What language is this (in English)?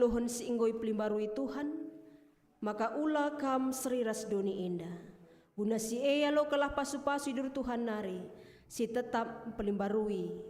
Batak Karo